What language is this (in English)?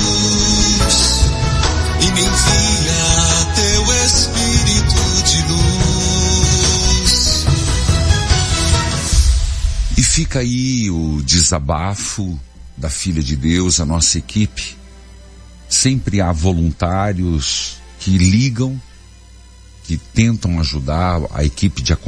Portuguese